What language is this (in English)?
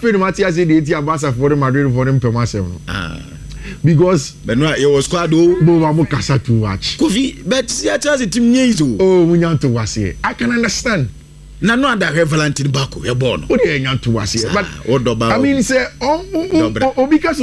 Akan